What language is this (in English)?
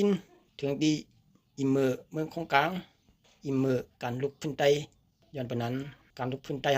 Shan